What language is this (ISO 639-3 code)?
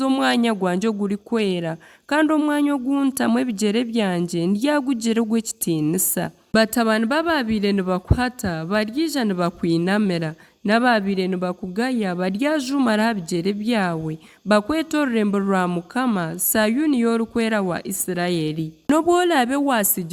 nyn